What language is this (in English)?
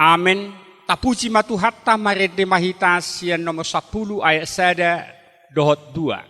Batak Toba